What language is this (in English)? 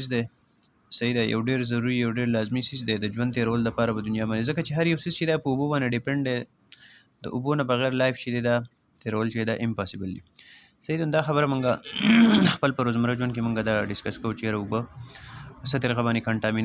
Pashto